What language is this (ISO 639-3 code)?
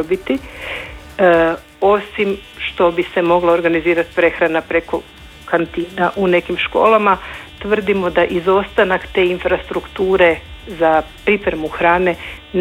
hrv